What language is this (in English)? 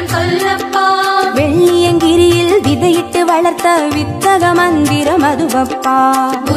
Tamil